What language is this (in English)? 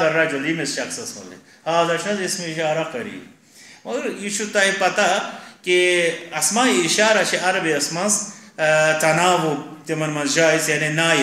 Kashmiri